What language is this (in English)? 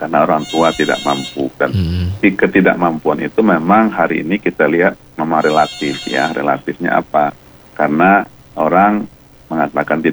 Indonesian